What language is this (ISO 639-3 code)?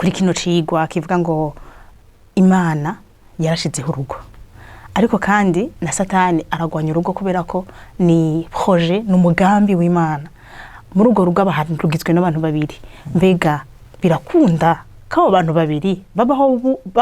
run